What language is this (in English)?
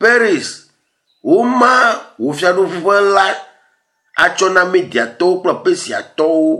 Ewe